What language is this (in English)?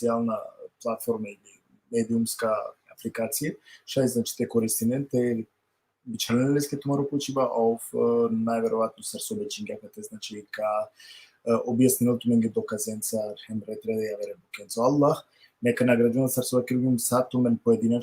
Balkan Romani